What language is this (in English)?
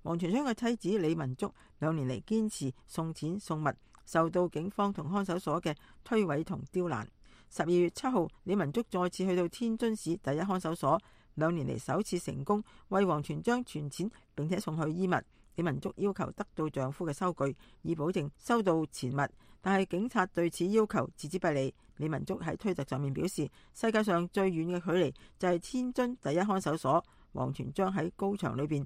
Cantonese